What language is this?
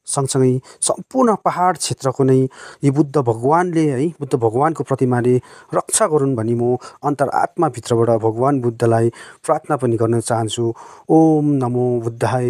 Nepali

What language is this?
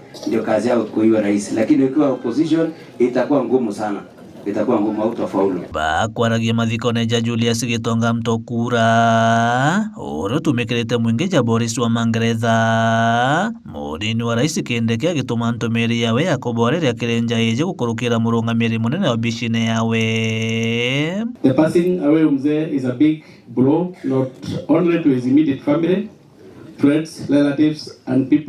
Meru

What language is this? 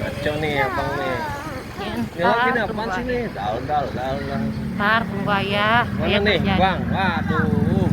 Betawi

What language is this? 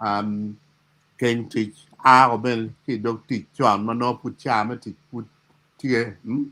Acoli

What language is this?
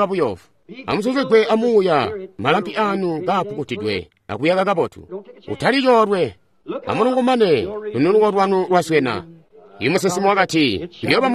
Tonga (Zambia)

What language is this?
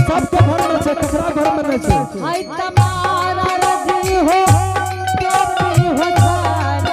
Angika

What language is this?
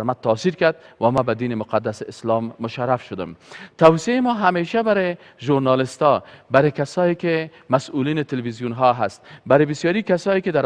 Persian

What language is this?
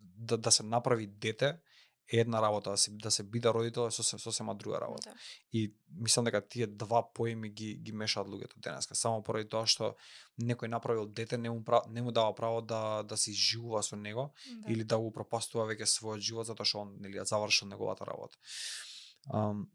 Macedonian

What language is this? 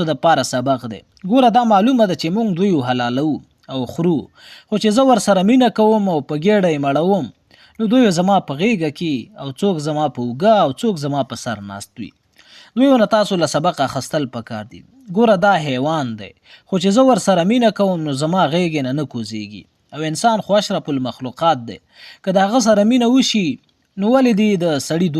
Pashto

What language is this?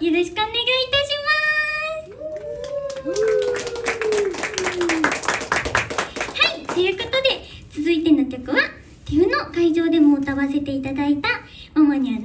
Japanese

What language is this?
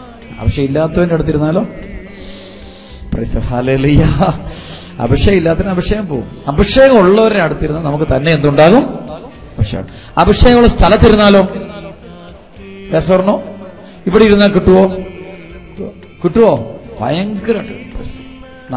Malayalam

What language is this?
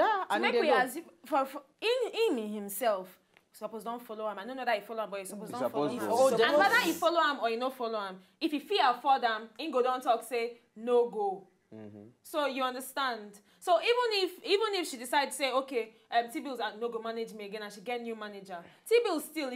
Nigerian Pidgin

